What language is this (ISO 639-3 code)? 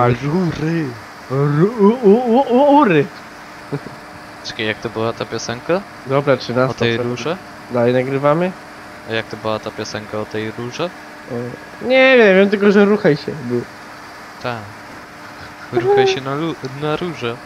pol